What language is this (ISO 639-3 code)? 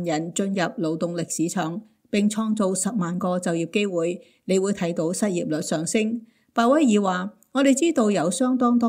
yue